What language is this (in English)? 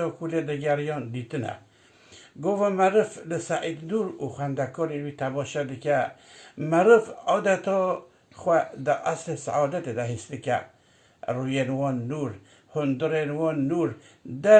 Kurdish